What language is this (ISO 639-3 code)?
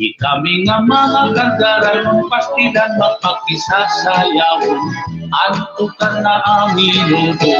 war